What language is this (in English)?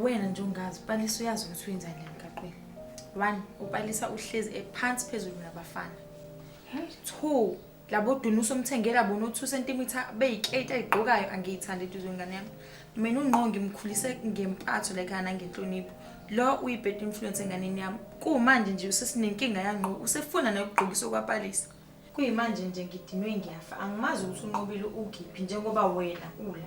Zulu